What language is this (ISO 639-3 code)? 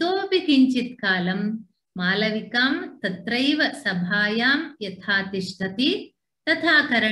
san